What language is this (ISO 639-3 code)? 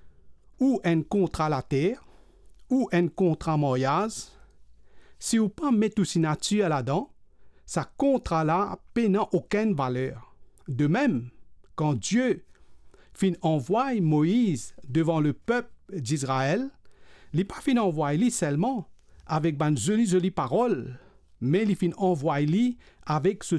mfe